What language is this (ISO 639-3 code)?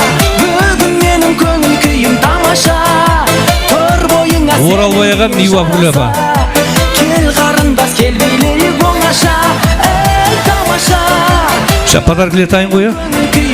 kaa